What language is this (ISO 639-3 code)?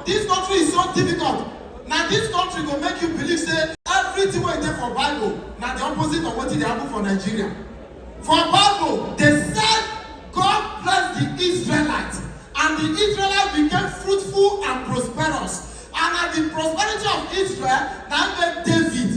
pcm